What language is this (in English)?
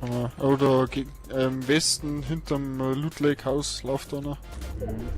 Bavarian